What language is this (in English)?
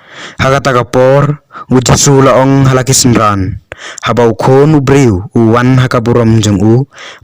Khasi